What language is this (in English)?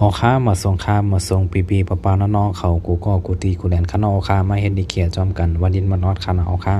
Shan